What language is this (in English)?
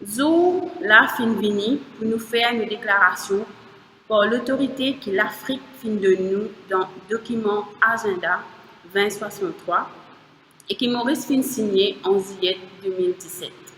Morisyen